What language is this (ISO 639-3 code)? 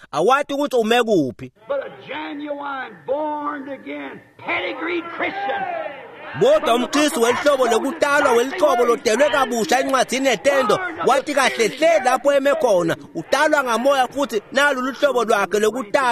ssw